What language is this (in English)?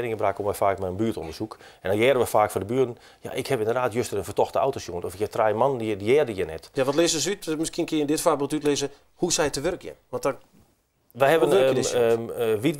Western Frisian